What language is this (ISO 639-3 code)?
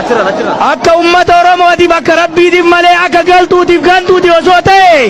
orm